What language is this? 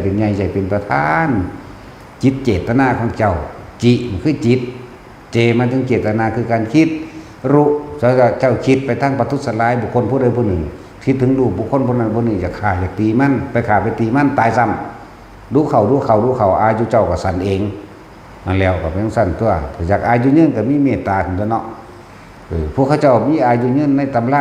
Northeastern Thai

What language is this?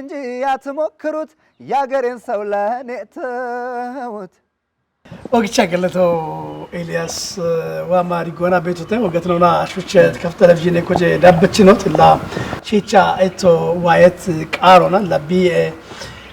Kafa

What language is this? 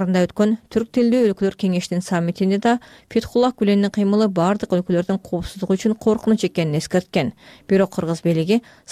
Kyrgyz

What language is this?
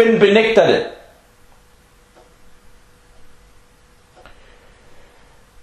Danish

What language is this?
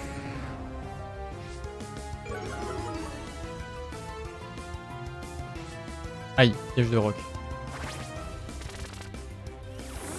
French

